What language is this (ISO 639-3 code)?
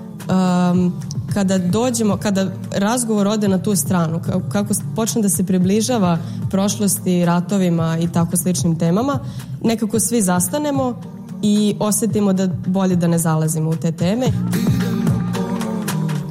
bos